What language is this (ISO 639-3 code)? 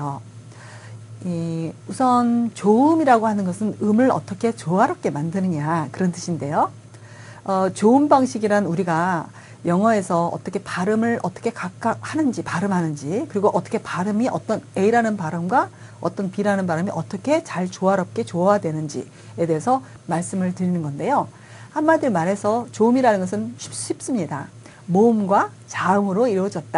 kor